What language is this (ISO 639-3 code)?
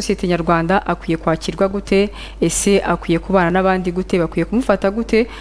kin